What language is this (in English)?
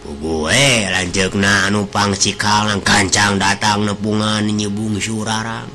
Sundanese